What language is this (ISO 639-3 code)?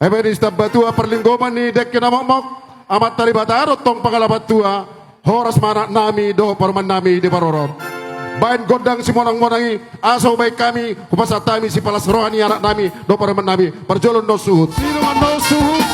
bbc